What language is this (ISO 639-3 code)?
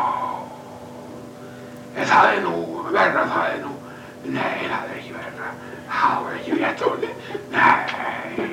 isl